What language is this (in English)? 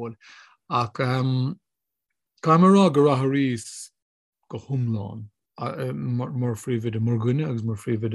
Irish